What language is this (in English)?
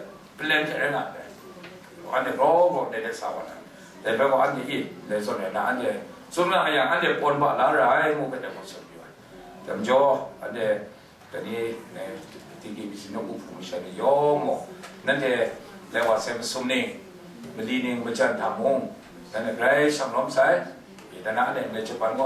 Kachin